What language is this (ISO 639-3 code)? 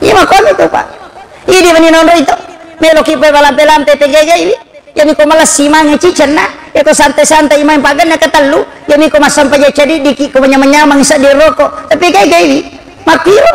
bug